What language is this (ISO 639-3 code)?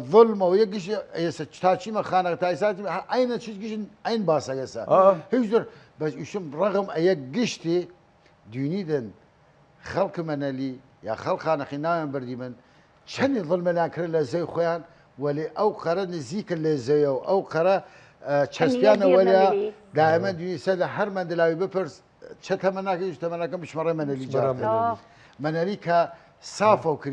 sdh